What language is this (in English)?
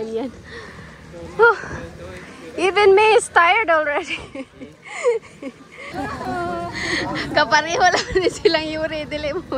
Filipino